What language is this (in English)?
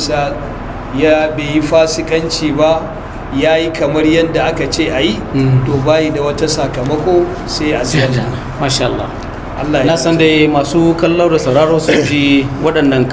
Hausa